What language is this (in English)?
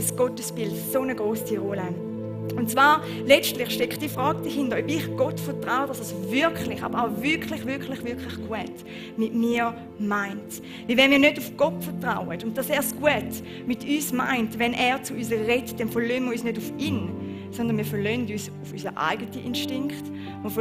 Swiss German